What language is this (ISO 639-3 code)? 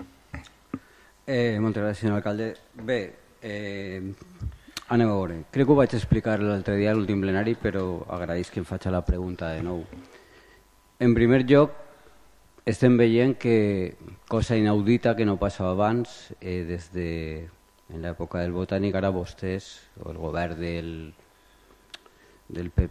cat